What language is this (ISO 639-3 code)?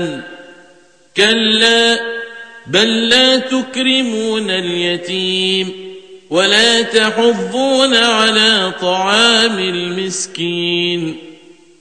ara